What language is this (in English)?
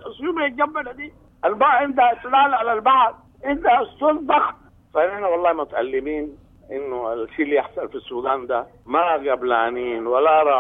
Sudanese Arabic